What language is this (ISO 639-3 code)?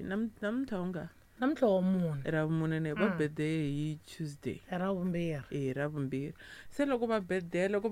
tso